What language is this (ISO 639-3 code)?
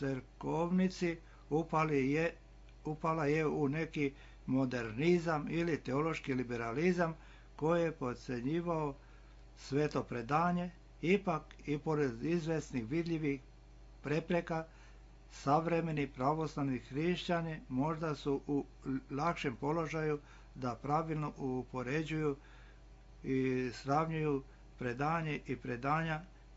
srp